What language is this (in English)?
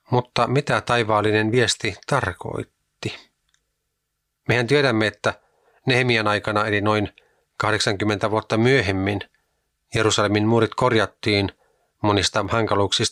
Finnish